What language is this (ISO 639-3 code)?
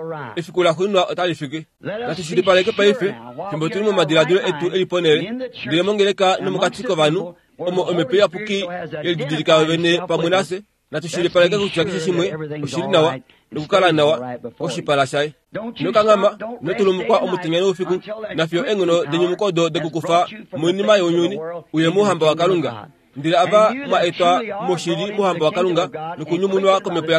kua